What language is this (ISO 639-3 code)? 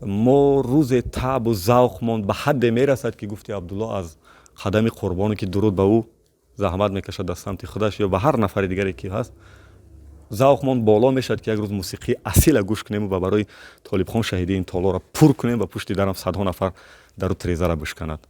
tgk